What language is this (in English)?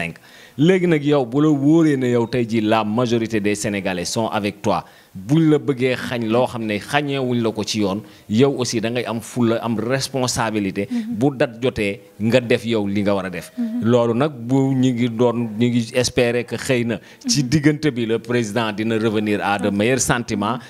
Wolof